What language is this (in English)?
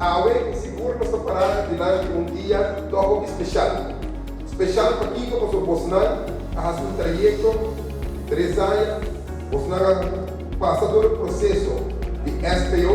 Papiamento